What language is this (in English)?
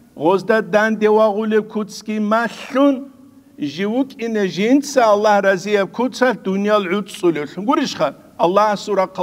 Avaric